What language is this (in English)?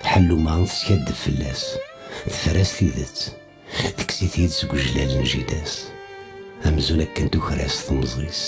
Kabyle